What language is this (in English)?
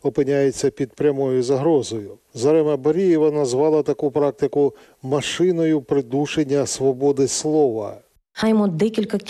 Ukrainian